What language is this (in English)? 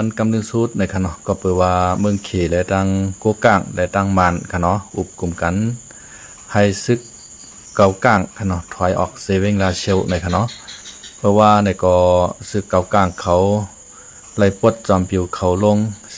Shan